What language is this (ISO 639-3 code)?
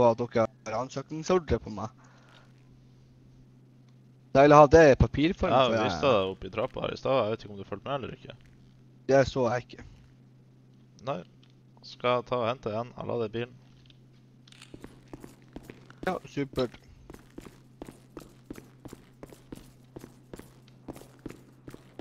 nor